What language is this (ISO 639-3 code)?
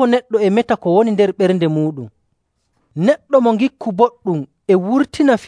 fuv